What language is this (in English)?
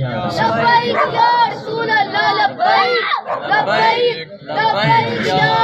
Saraiki